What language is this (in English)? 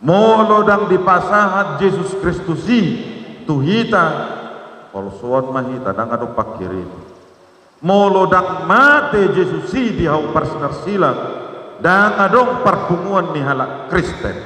Batak Toba